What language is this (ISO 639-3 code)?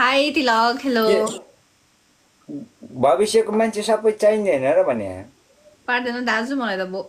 nep